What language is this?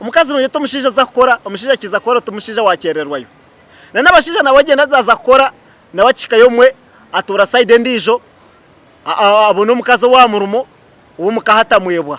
Nyankole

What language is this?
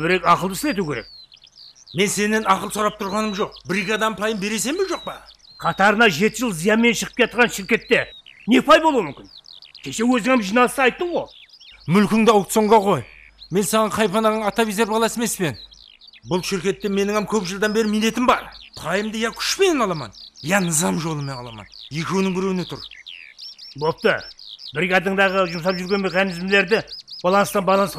Kara-Kalpak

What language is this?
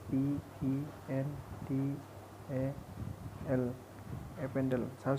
Assamese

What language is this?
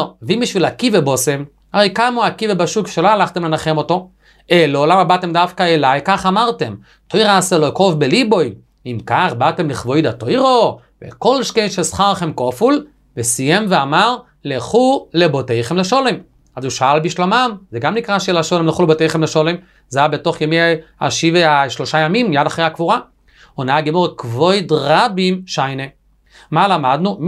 Hebrew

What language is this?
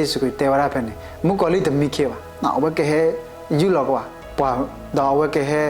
S'gaw Karen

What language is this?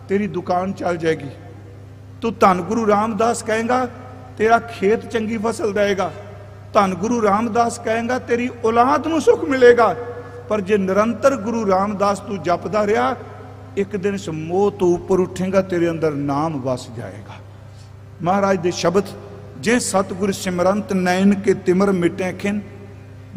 Punjabi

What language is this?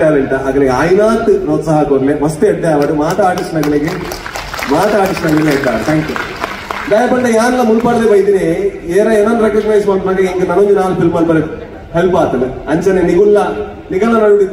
Tulu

